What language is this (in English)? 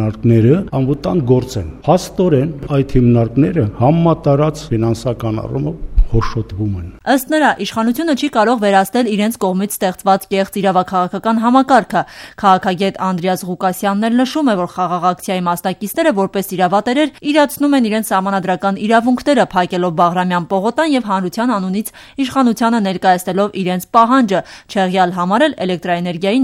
Armenian